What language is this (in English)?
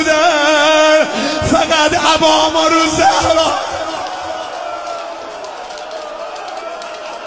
Persian